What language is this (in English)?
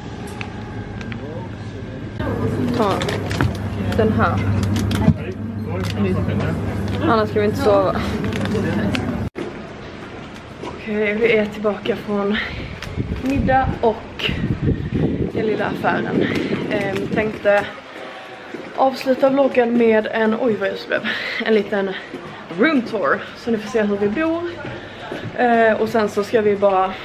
Swedish